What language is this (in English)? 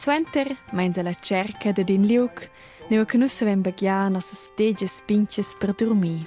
Romansh